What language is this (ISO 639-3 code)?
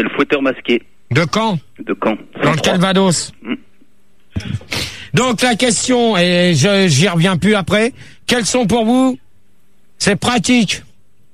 fra